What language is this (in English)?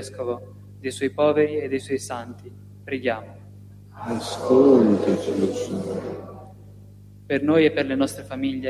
Italian